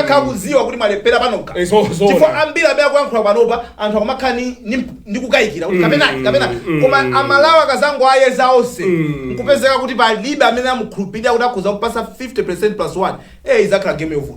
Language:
Nyanja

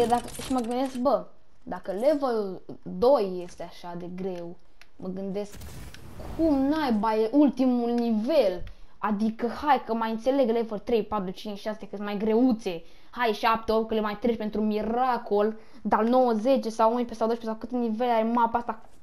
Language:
Romanian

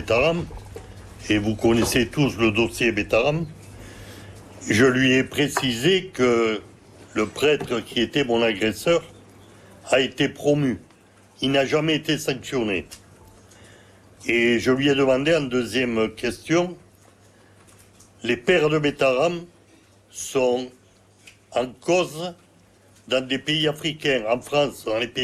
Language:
French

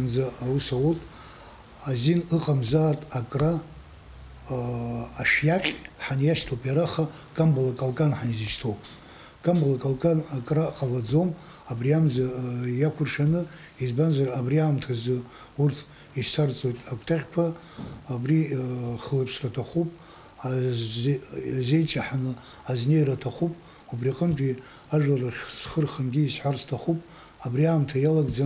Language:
Abkhazian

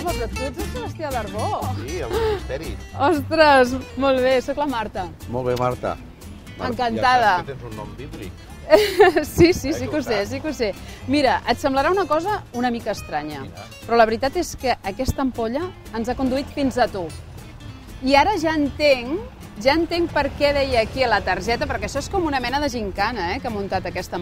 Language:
Catalan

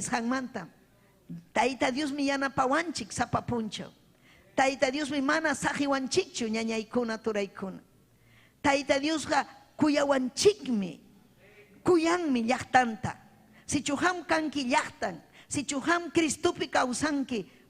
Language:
Ayacucho Quechua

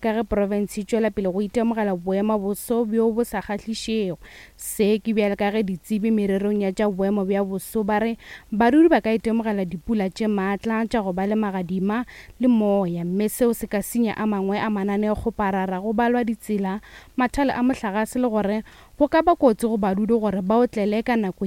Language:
Northern Sotho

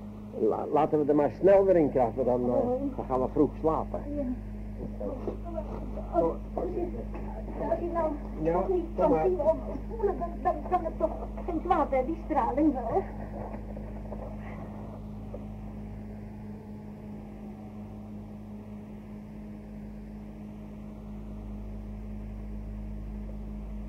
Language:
Dutch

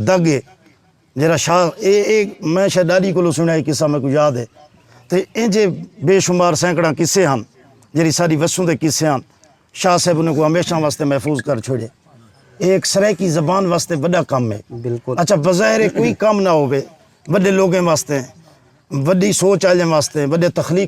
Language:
Saraiki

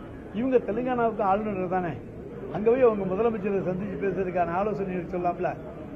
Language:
Tamil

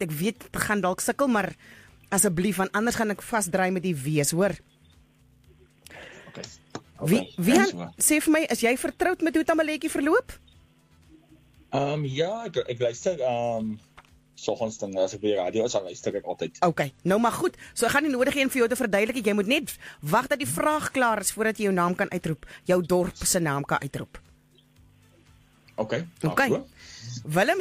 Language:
Afrikaans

